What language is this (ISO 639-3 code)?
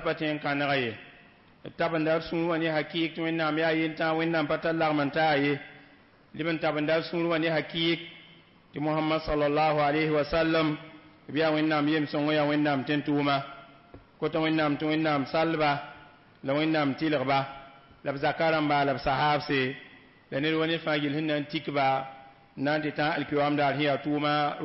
mos